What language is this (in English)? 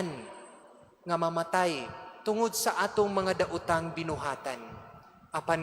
Cebuano